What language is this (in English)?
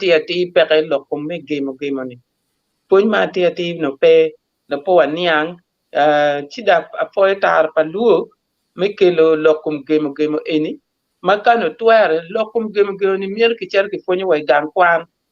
Acoli